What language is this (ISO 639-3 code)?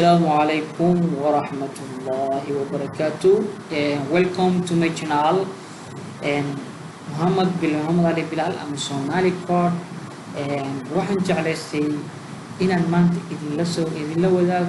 som